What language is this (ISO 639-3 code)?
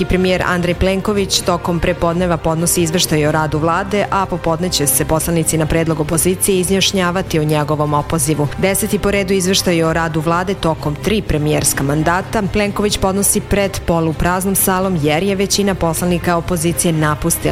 srp